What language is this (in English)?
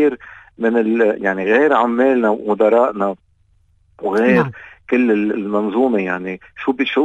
North Levantine Arabic